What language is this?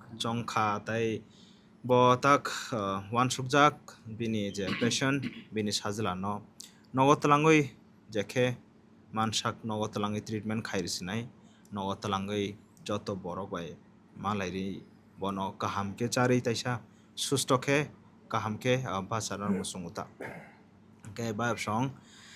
Kok Borok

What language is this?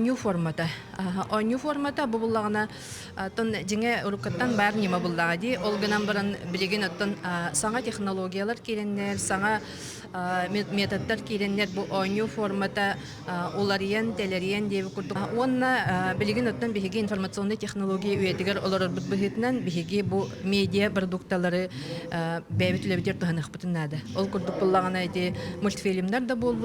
Yakut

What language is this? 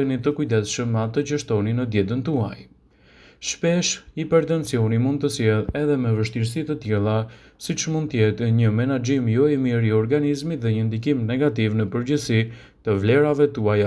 Albanian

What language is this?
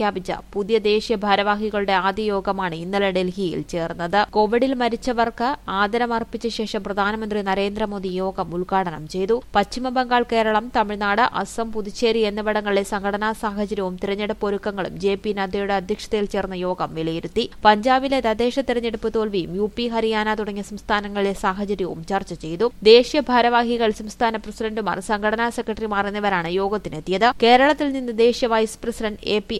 Malayalam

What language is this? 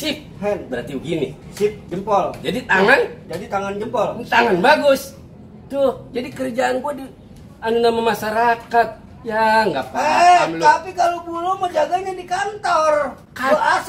Betawi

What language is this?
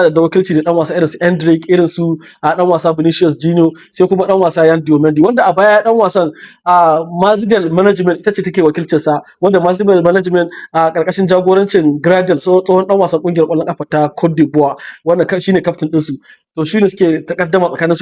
Hausa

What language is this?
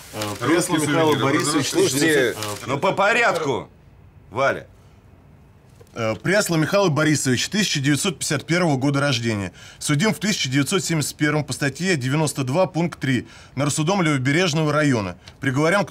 Russian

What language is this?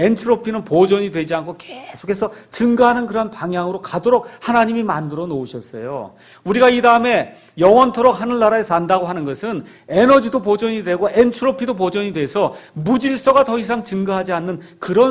Korean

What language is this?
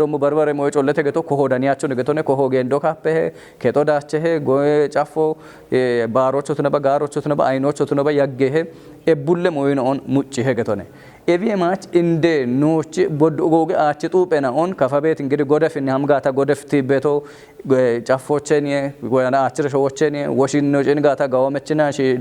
Kafa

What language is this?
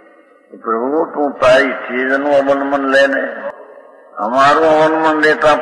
Gujarati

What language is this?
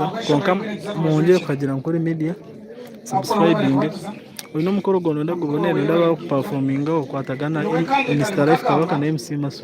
Nyankole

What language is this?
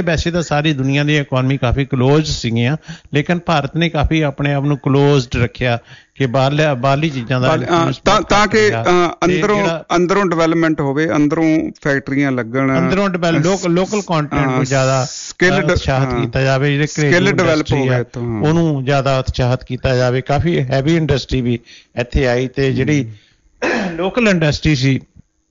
Punjabi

